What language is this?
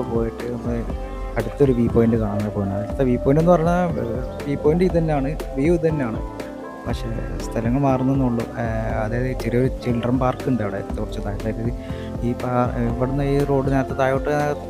Malayalam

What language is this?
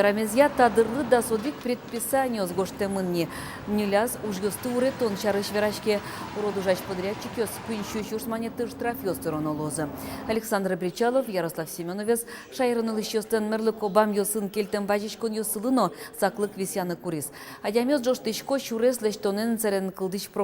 Udmurt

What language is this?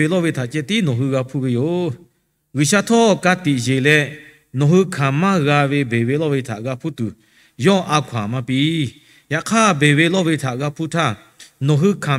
Lahu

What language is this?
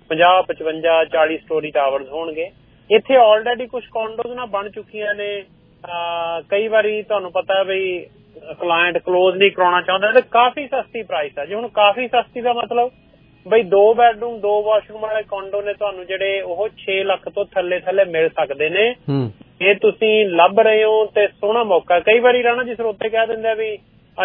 Punjabi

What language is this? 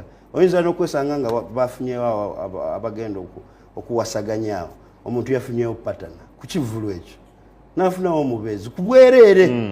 Ganda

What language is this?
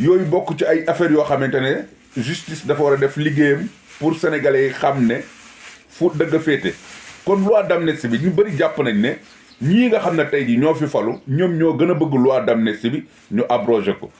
Wolof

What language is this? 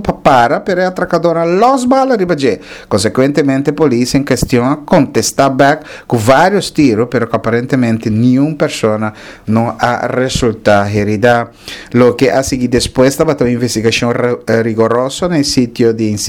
Papiamento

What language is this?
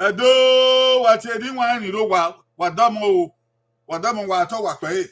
Bini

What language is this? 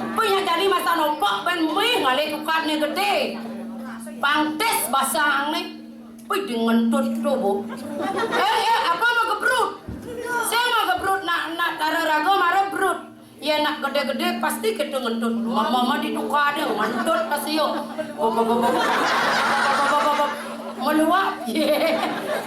Balinese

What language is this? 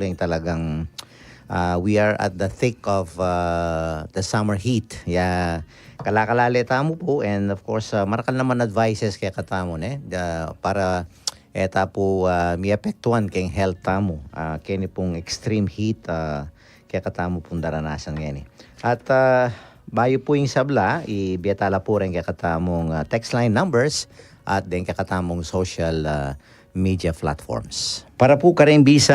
Pampanga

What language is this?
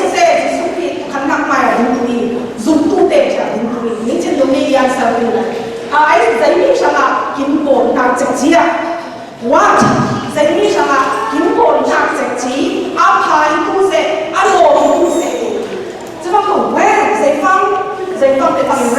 Falam Chin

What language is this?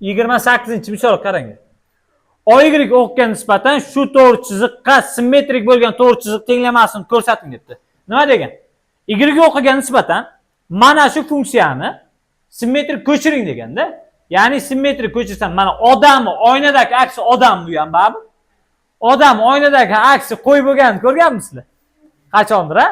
Uzbek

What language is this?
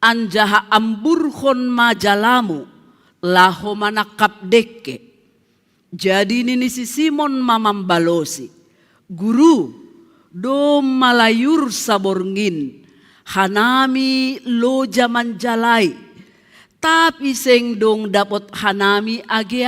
Batak Simalungun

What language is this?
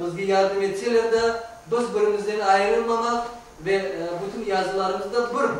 Crimean Tatar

